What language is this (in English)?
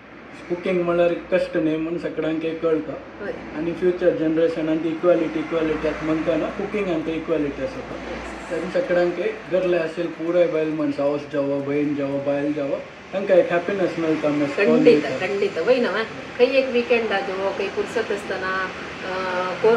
Konkani